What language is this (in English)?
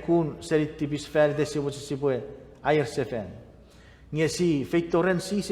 Chuukese